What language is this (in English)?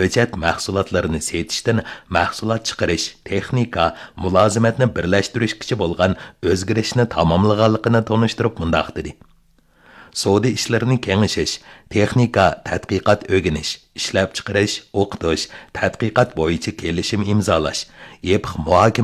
Uyghur